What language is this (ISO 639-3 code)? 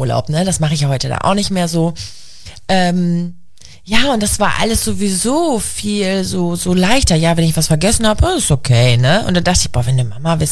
deu